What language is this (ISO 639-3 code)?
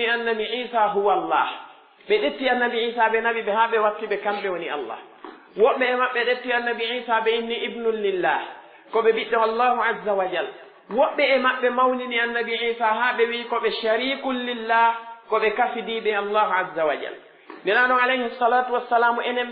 fuf